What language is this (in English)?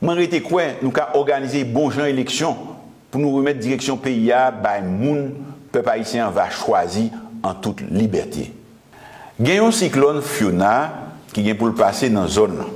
Haitian Creole